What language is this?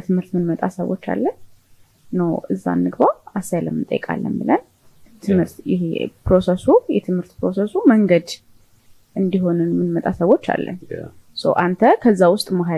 Amharic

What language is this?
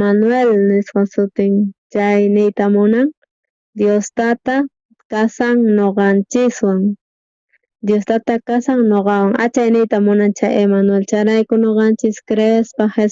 South Bolivian Quechua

